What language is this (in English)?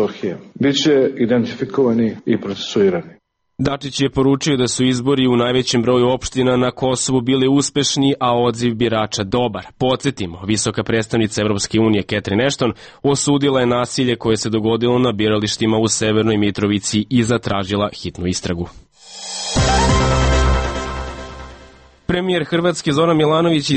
Serbian